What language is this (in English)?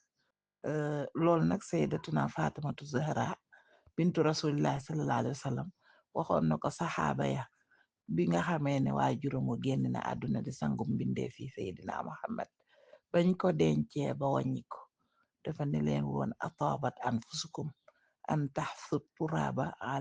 Wolof